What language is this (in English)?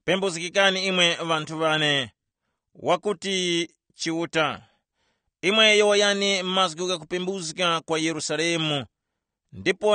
Tumbuka